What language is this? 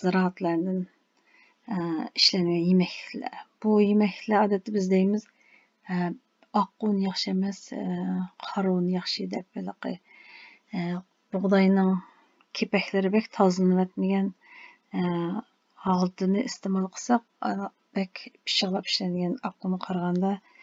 Uyghur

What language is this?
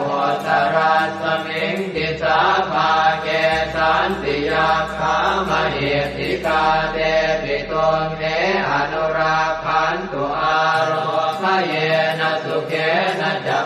Pali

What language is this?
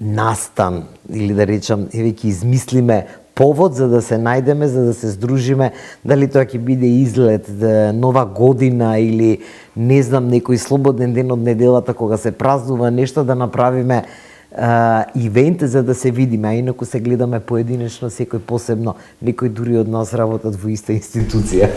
Macedonian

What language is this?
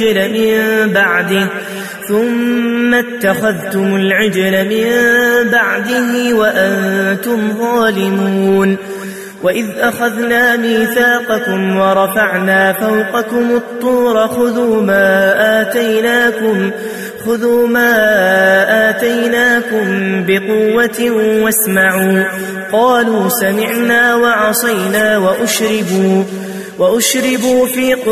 Arabic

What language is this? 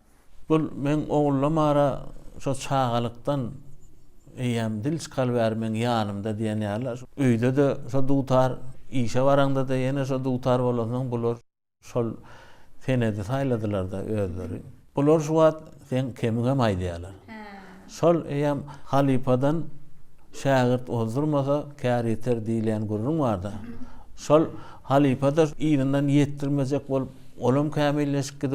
Turkmen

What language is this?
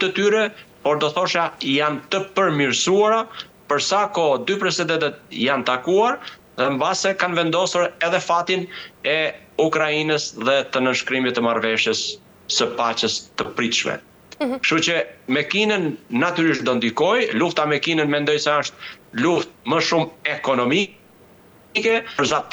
Albanian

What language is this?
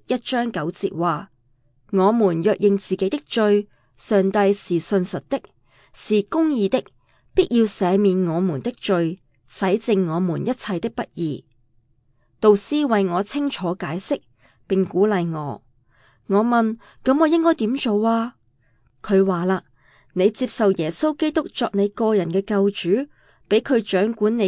Cantonese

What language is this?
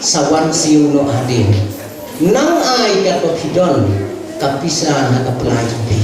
Khasi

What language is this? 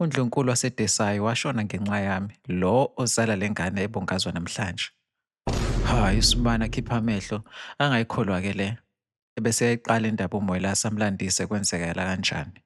Zulu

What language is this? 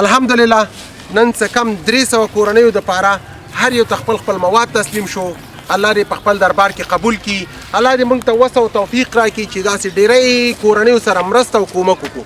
Pashto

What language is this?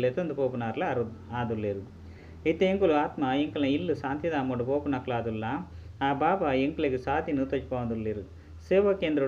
Tulu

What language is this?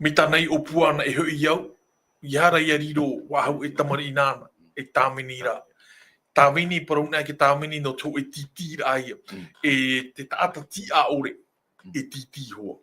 Tahitian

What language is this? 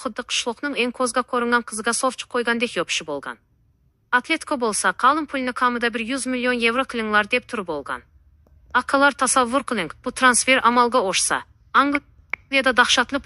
Uzbek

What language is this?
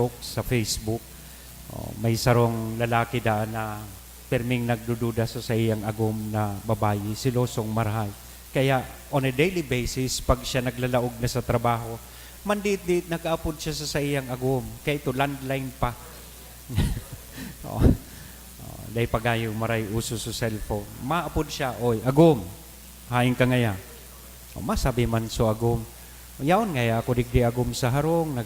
Bikol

